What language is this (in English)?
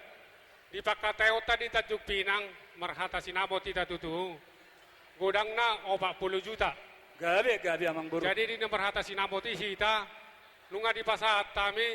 Batak Toba